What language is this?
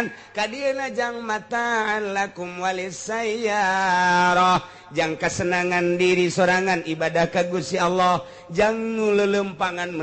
Sundanese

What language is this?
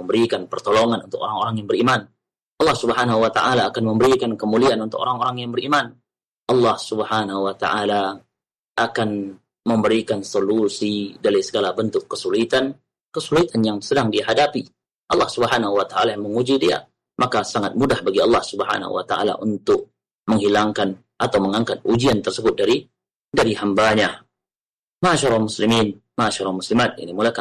Malay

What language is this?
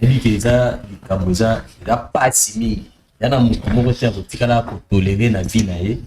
Lingala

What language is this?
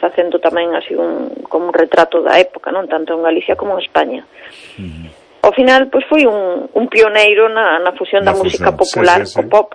Galician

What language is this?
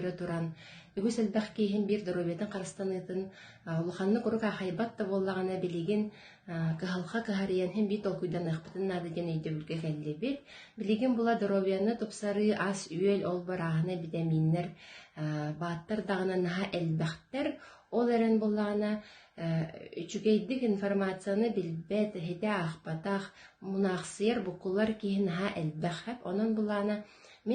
Yakut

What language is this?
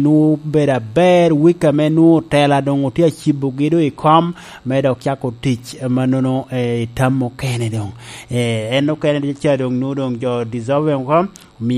Lango (Uganda)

